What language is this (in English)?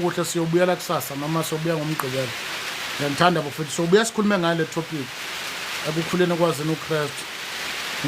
Zulu